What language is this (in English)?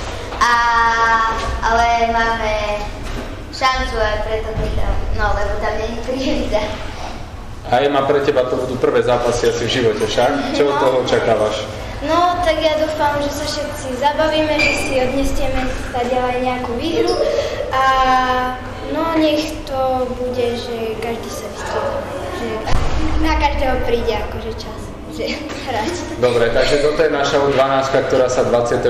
Slovak